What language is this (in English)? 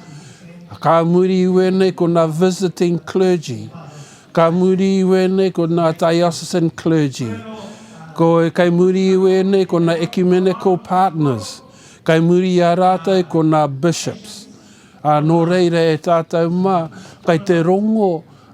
Māori